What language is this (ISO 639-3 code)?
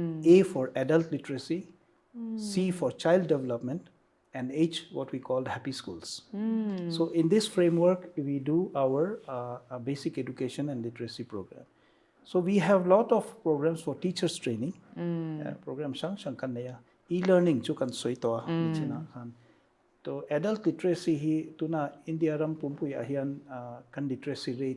lus